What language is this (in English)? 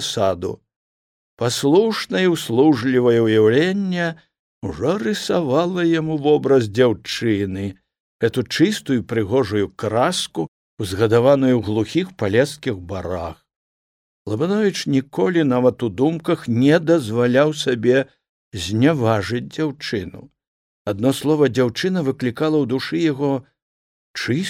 Belarusian